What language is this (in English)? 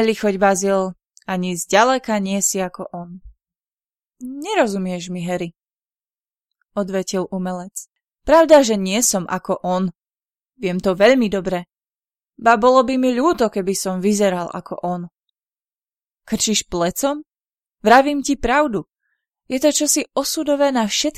Slovak